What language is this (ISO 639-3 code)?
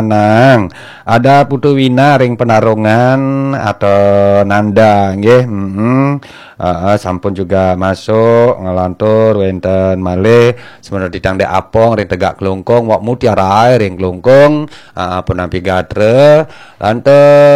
ban